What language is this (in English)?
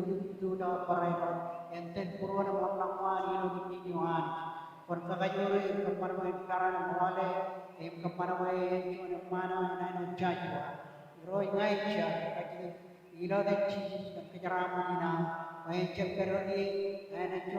Marshallese